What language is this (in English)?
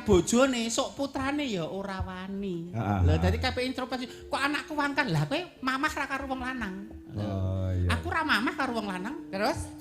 Javanese